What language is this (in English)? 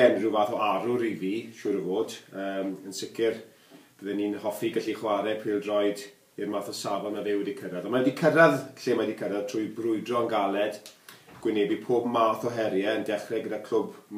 Welsh